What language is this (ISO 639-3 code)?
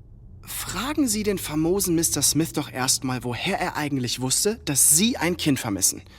gsw